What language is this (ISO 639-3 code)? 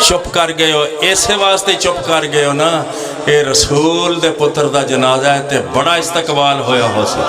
phr